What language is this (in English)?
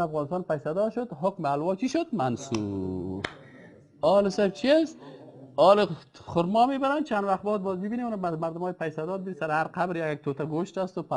Persian